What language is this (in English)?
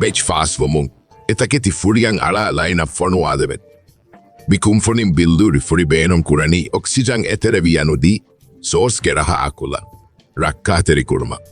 Divehi